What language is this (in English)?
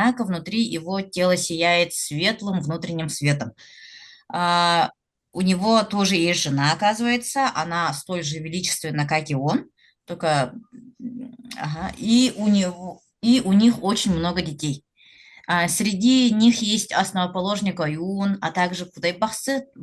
Yakut